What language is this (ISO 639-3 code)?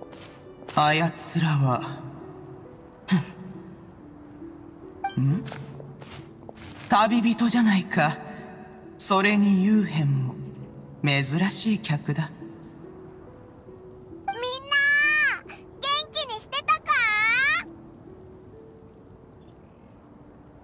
jpn